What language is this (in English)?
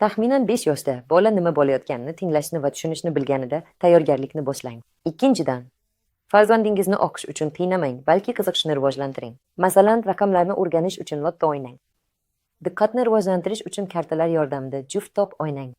Uzbek